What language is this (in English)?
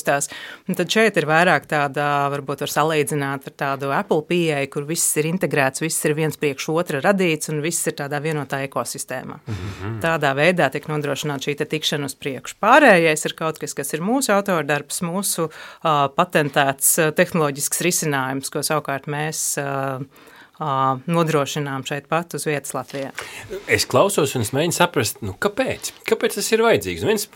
Latvian